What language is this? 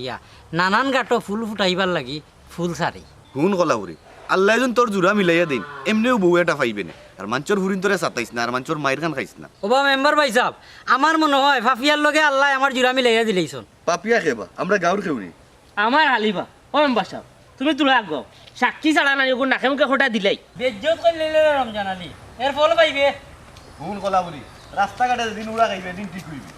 Sylheti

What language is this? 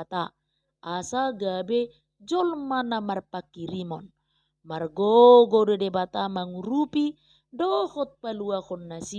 Batak Toba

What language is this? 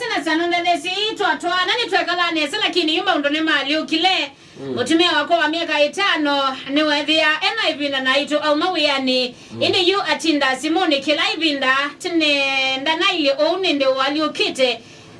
Kamba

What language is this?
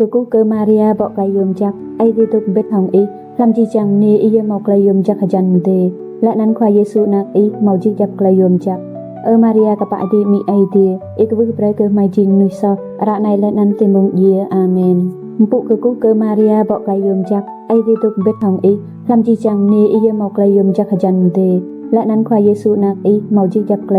Rade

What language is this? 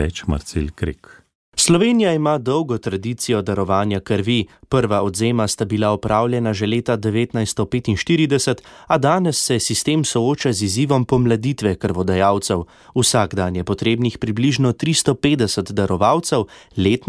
Slovenian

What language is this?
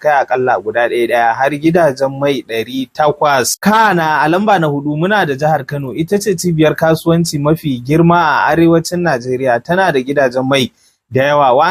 Hausa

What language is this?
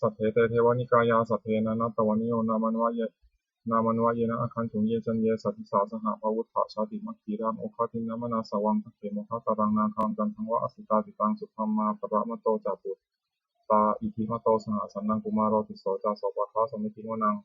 Pali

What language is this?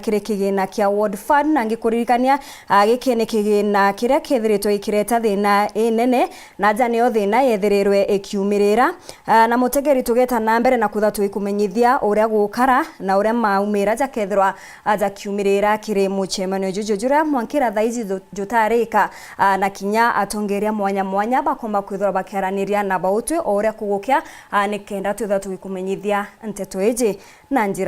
Meru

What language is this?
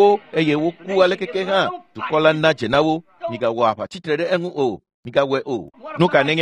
Ewe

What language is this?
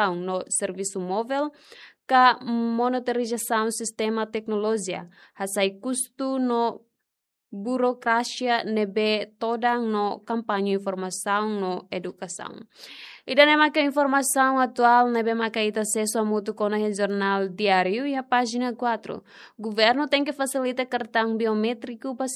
Tetum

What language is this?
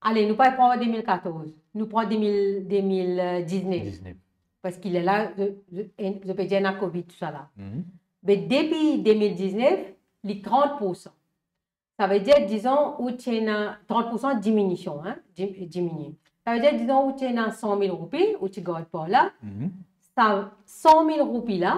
Morisyen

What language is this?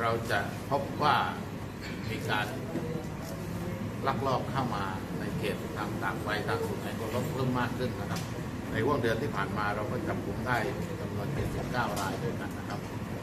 Thai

